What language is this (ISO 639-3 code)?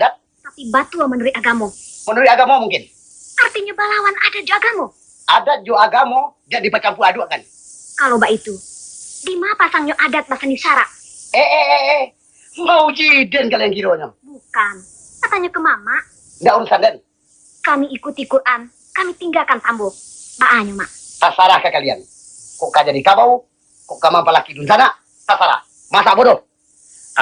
min